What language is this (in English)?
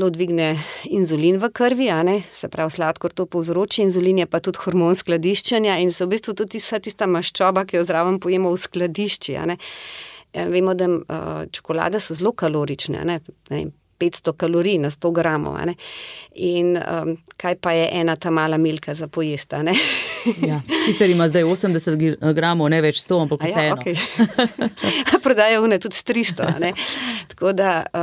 Slovenian